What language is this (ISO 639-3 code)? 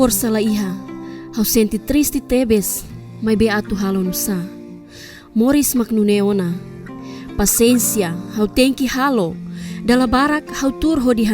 tet